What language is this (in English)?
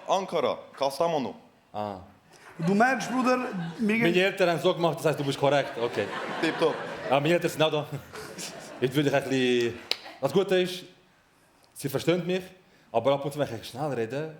Swiss German